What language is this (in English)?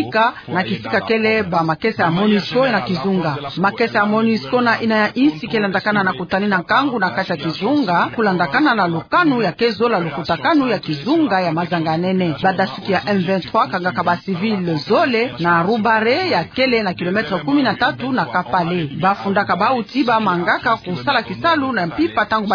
Kituba (Democratic Republic of Congo)